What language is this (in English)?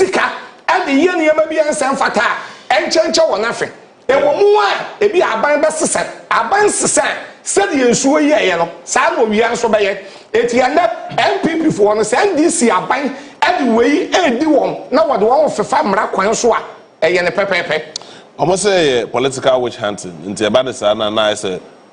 Akan